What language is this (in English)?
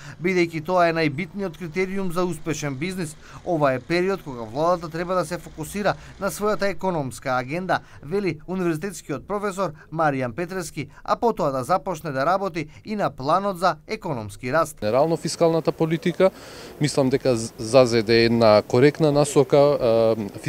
Macedonian